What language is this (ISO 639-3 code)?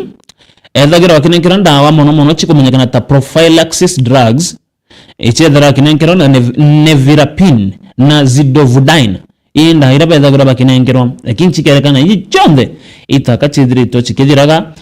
mer